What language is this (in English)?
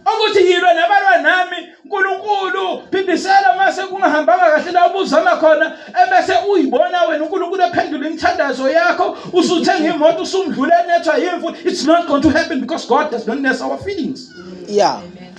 Zulu